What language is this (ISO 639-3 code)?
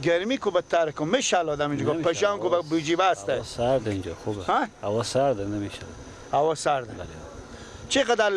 fas